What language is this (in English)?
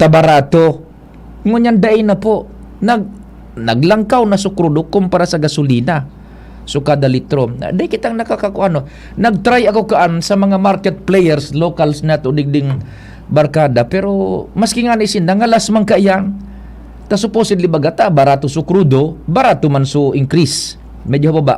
Bikol